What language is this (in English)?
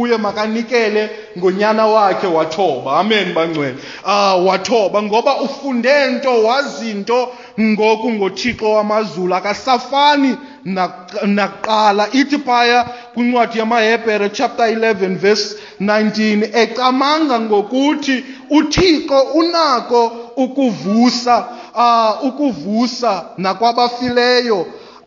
Xhosa